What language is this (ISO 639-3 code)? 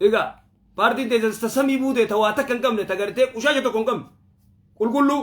orm